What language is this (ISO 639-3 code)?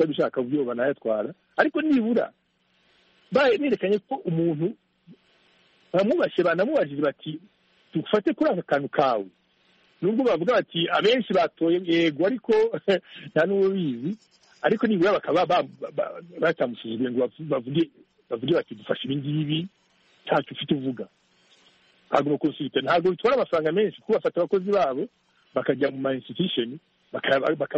kin